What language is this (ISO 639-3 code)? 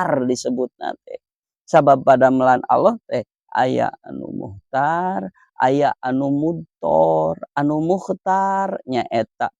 sun